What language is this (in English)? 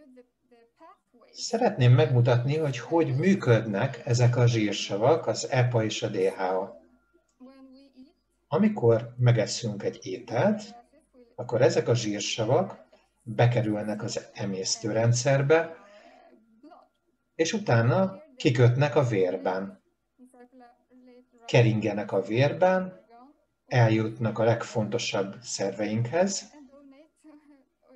Hungarian